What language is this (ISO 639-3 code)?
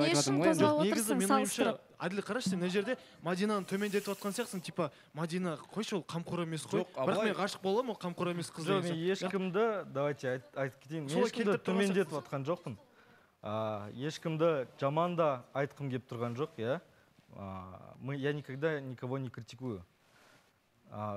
kaz